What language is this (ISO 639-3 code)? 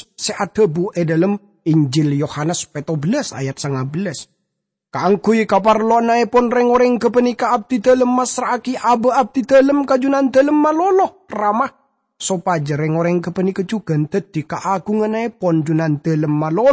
mad